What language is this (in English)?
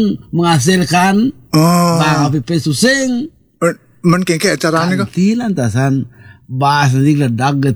Balinese